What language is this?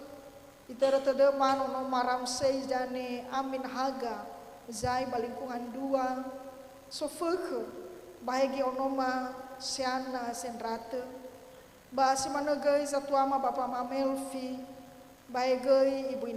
Nias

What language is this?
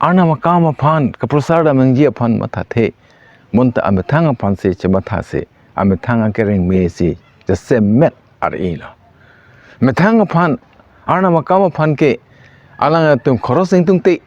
Karbi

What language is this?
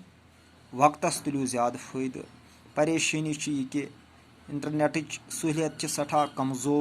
Kashmiri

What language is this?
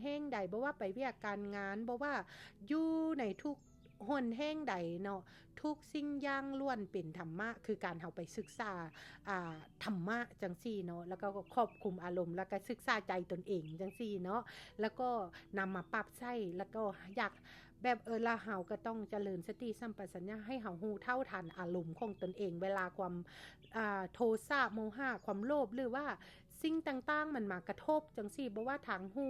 Lao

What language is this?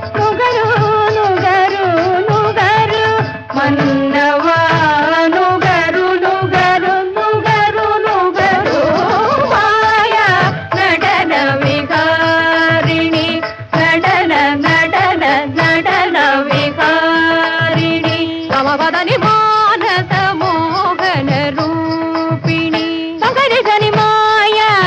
Malayalam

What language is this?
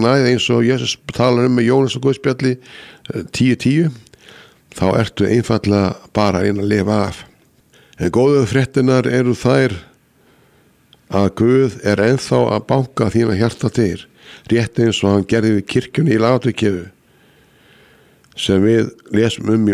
Icelandic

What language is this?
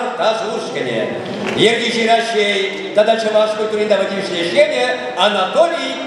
Chuvash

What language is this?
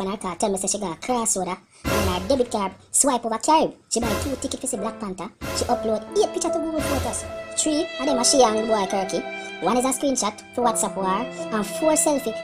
Jamaican Creole English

